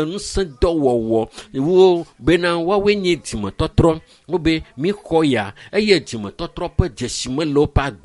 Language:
Ewe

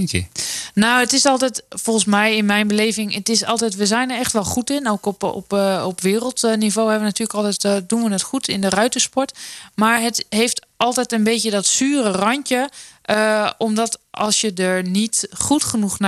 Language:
Dutch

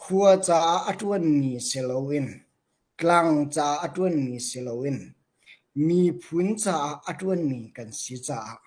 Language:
Hakha Chin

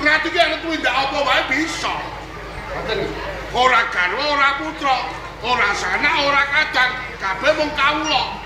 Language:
Javanese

